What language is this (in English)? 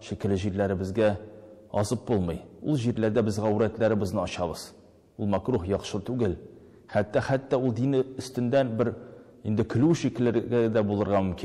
Tatar